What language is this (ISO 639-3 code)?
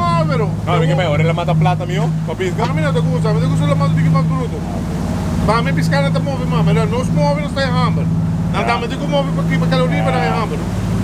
pap